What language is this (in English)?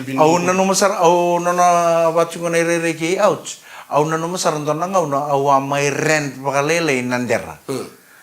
Fijian